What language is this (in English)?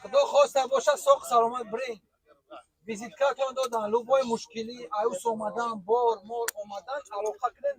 Tajik